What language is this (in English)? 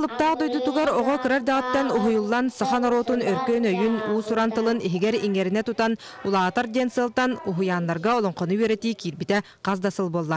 Yakut